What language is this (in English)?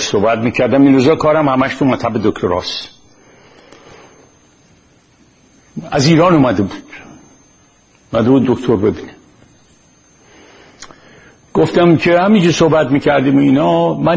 Persian